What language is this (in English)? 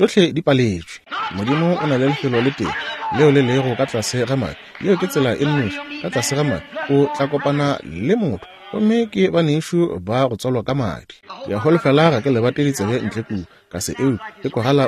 Northern Sotho